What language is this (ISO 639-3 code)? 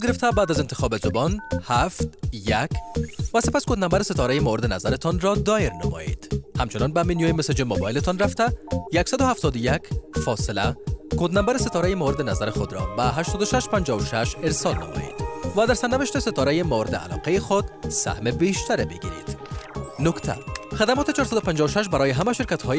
fas